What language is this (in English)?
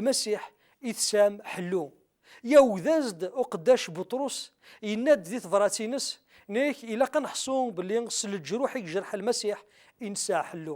Kabyle